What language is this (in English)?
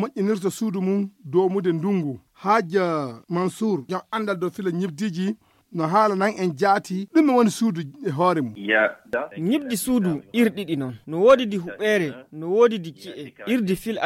Fula